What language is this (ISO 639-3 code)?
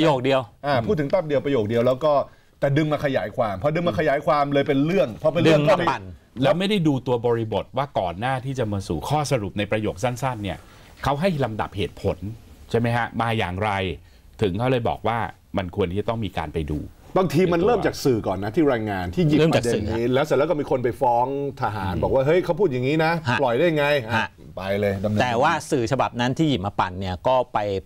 tha